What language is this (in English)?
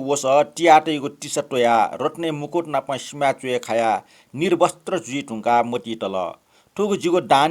Newari